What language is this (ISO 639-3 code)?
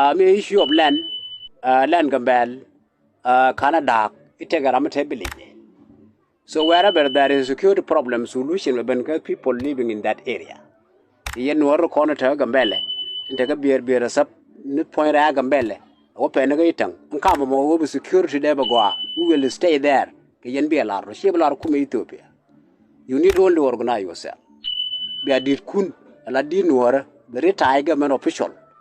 nus